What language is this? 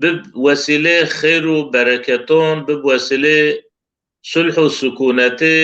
Zaza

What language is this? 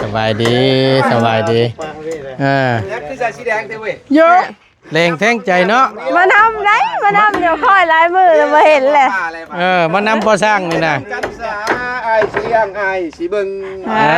Northeastern Thai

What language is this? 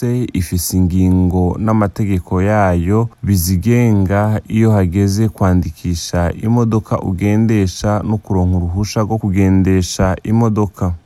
Rundi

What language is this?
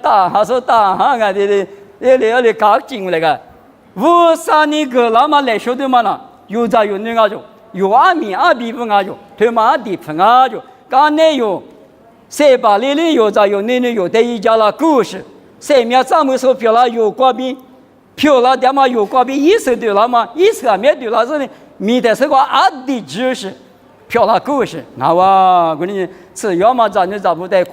Lisu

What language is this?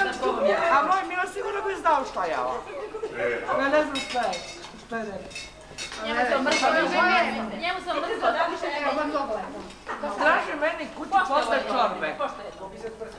Serbian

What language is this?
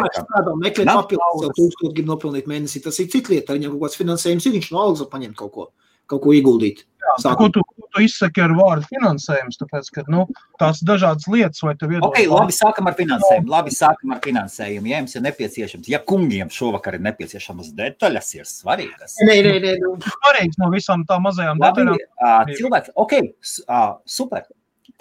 Latvian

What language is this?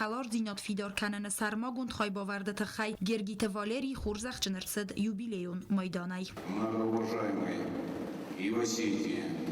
Ossetic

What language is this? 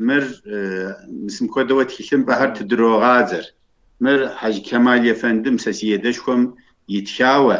Kabardian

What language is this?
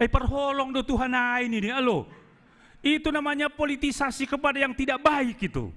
Batak Simalungun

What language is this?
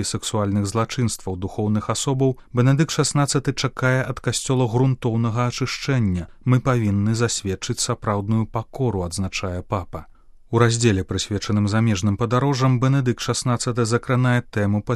Belarusian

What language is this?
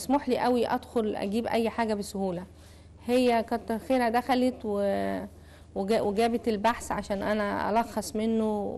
Egyptian Arabic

